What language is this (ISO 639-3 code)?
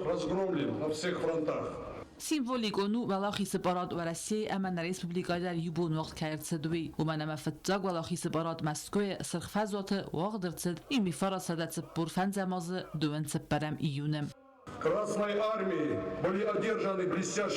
oss